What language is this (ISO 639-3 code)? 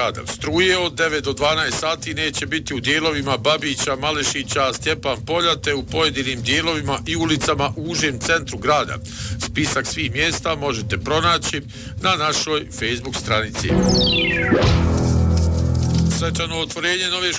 bos